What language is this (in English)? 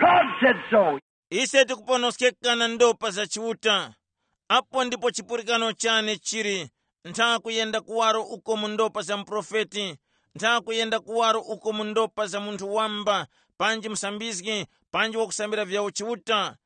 Tumbuka